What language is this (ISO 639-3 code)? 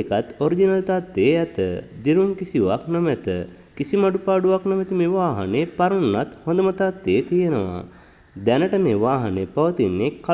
sin